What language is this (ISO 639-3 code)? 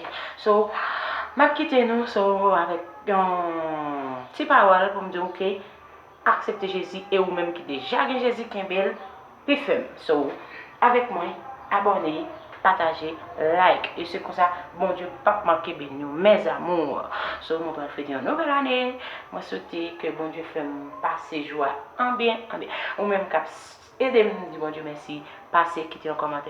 hat